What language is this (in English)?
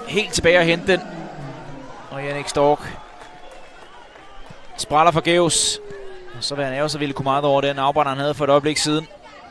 Danish